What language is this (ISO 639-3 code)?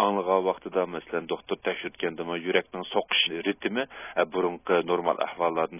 uig